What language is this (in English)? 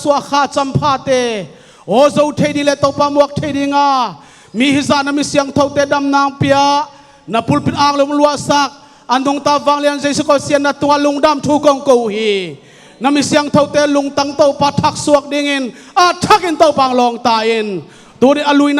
Tedim Chin